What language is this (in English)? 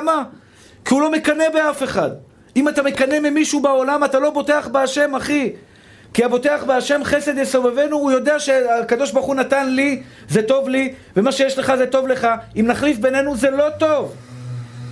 Hebrew